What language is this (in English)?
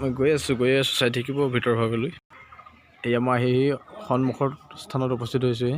Assamese